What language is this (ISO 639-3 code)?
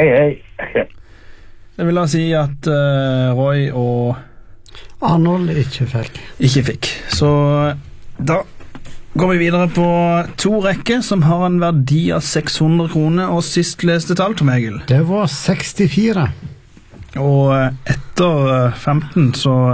nor